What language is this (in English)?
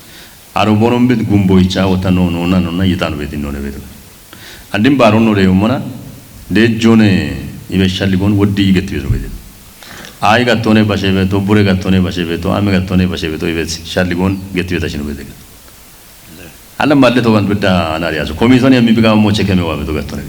Kafa